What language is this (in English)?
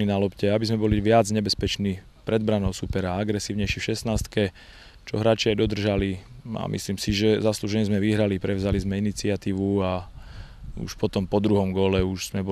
Slovak